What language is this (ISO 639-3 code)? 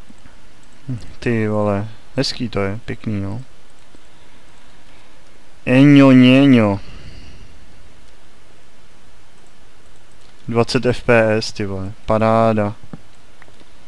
ces